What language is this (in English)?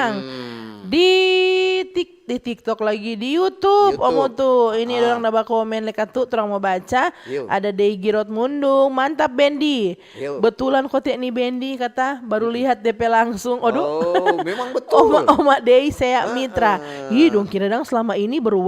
Manado Malay